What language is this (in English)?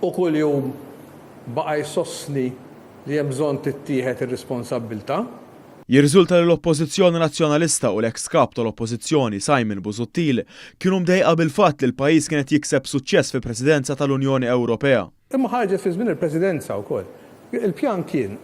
Maltese